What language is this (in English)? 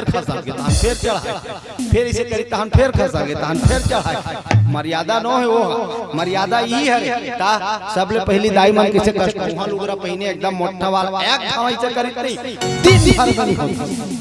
Chhattisgarhi